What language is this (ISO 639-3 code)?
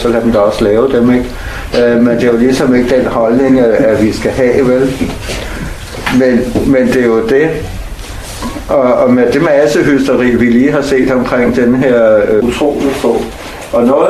dan